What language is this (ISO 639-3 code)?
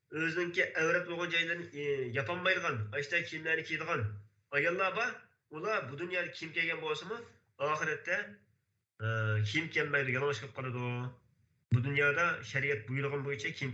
uig